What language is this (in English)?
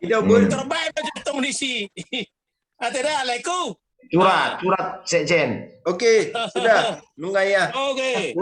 Batak Toba